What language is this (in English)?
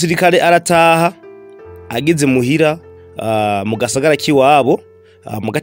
Rundi